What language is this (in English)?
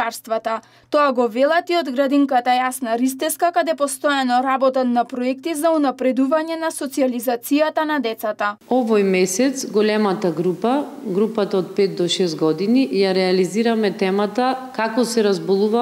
Macedonian